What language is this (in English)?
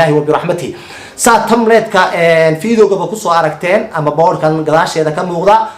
Somali